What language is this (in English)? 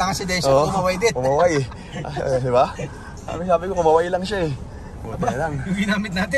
Filipino